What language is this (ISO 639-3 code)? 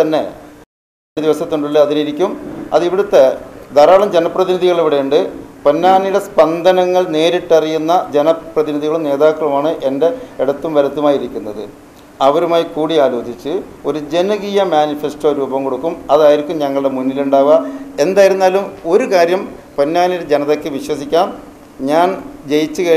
mal